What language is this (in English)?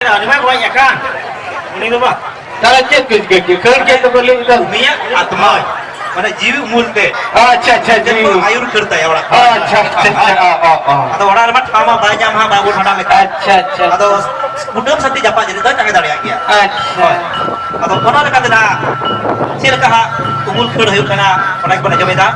Santali